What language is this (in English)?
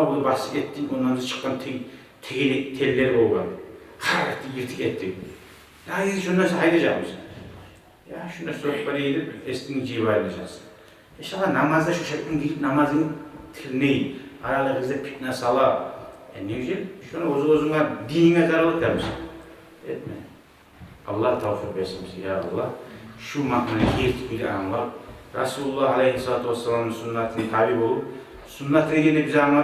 Kumyk